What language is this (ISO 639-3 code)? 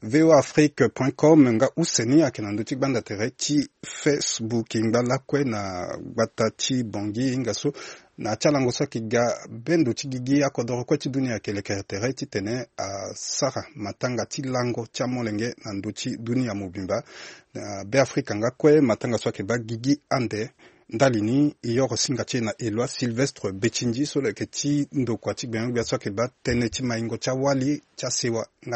sag